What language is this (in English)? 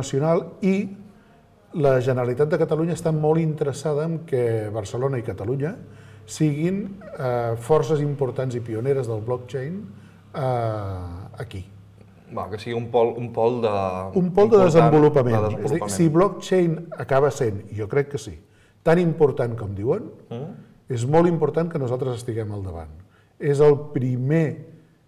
Catalan